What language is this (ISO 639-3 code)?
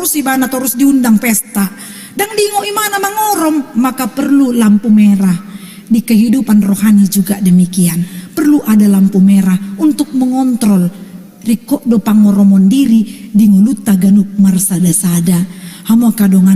bbc